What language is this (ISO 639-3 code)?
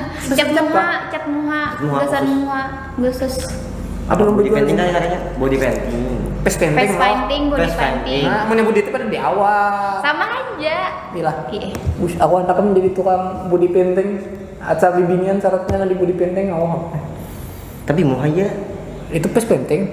bjn